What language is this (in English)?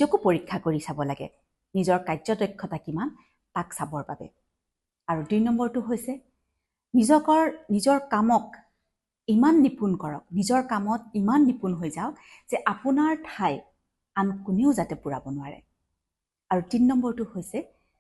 Assamese